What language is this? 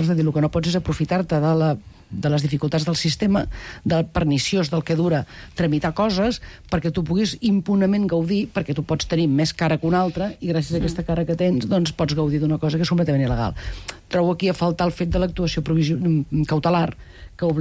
Catalan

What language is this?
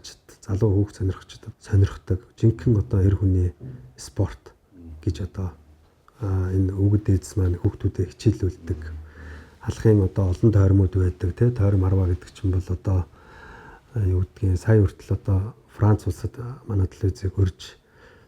Mongolian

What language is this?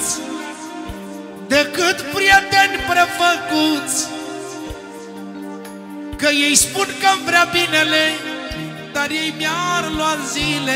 Romanian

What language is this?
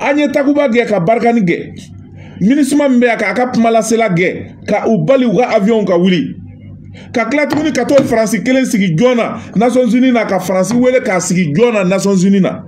Bambara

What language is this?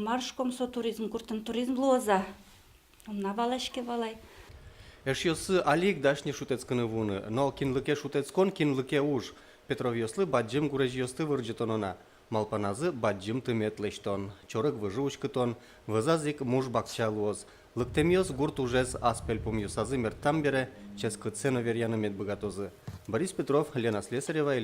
Udmurt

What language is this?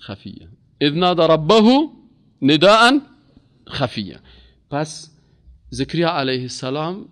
Persian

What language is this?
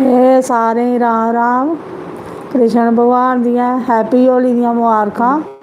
Dogri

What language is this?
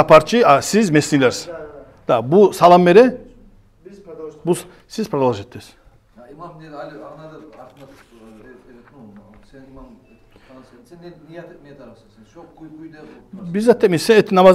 Kumyk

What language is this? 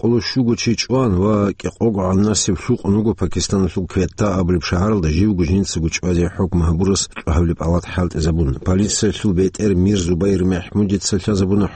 Avaric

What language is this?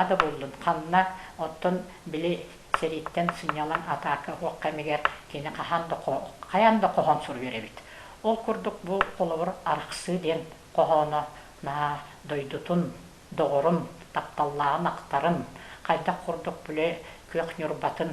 Yakut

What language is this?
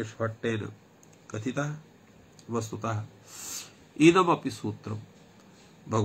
Sanskrit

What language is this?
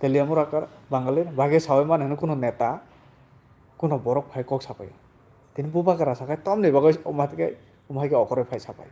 Kok Borok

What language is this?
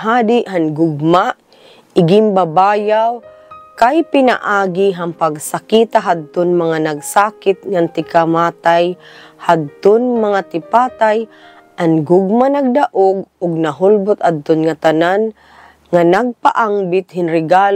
Waray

